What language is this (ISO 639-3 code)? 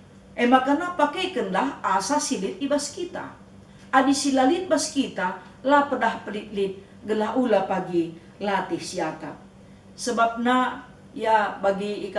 btx